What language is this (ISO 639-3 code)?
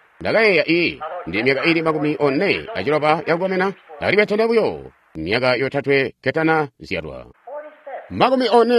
toi